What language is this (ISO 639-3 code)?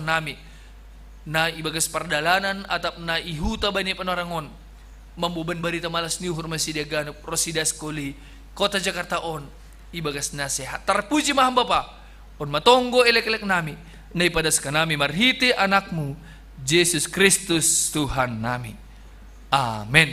bts